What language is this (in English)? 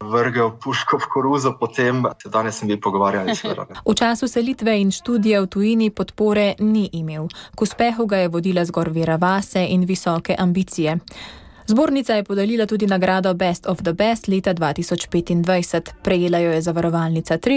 Slovenian